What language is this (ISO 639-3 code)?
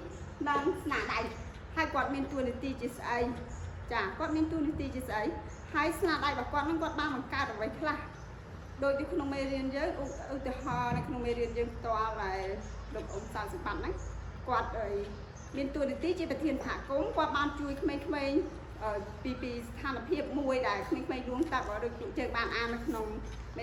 khm